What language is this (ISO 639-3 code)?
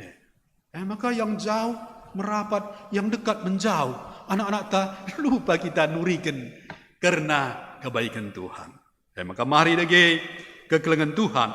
btx